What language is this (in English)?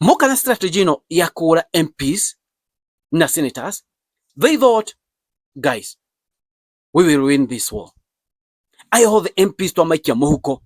Kikuyu